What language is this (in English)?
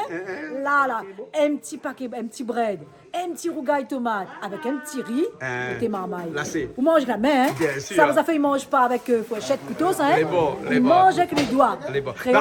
Réunion Creole French